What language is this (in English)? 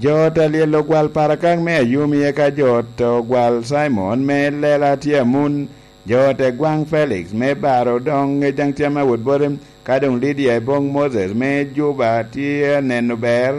Lango (Uganda)